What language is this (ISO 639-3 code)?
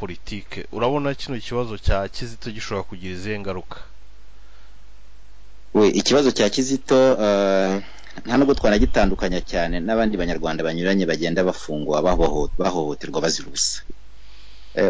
kin